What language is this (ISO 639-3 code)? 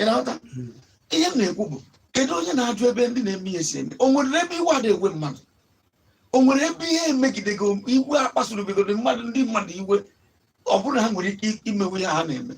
ibo